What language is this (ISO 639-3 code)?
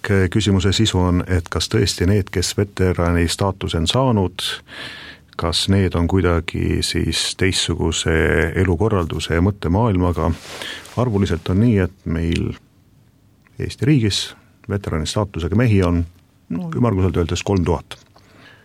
est